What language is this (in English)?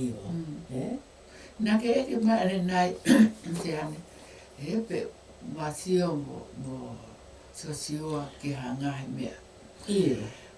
Tongan